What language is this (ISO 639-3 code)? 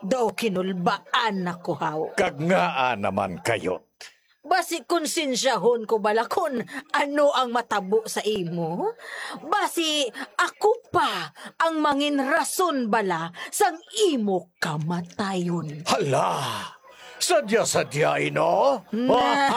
hil